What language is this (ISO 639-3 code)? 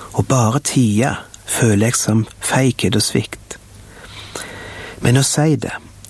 nor